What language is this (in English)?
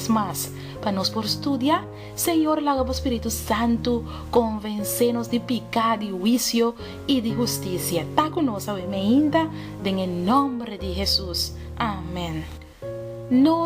Papiamento